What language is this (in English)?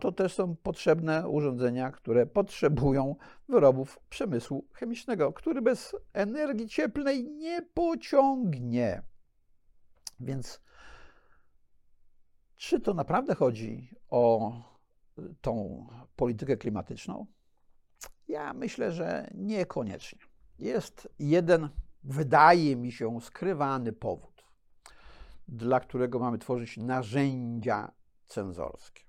Polish